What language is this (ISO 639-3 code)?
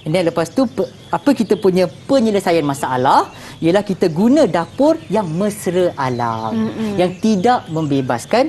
msa